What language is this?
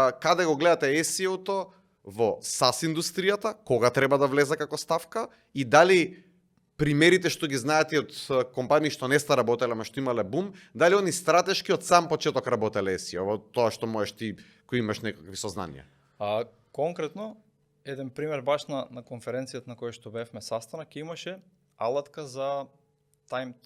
Macedonian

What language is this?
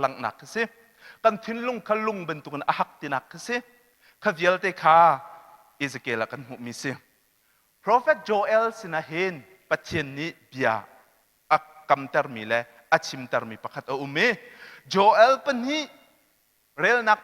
Hakha Chin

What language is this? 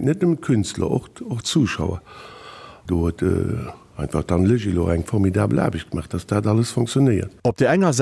Luxembourgish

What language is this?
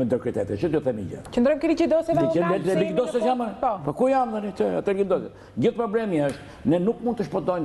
Albanian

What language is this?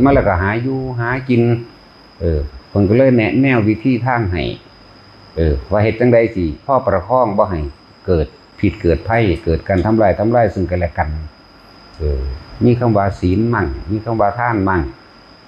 Northeastern Thai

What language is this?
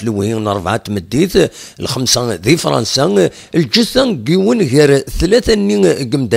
Kabyle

